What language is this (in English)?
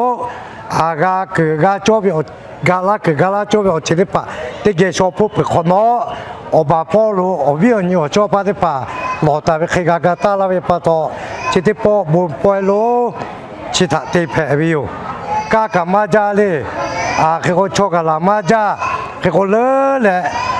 Lahu